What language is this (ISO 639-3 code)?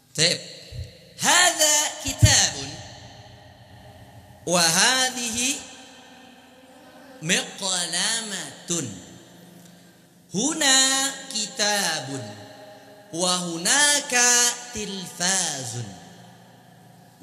ind